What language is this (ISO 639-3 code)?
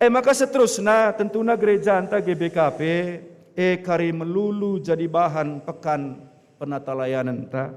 btx